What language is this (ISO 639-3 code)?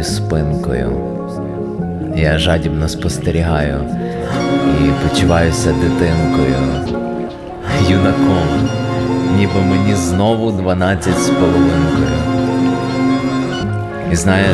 ukr